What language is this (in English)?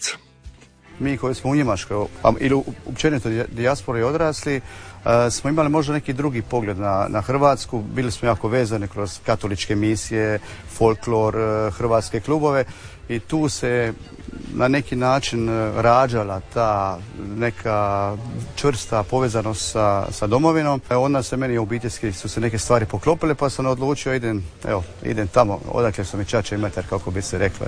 Croatian